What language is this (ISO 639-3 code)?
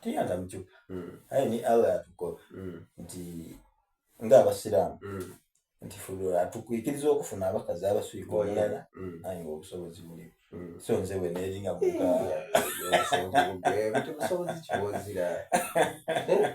xog